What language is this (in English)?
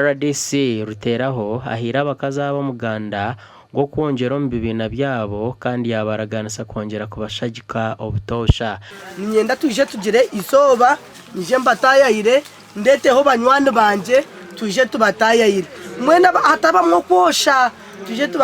Nyankole